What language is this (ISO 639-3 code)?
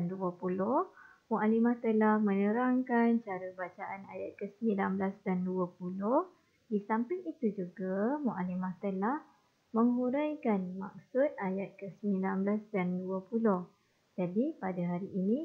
msa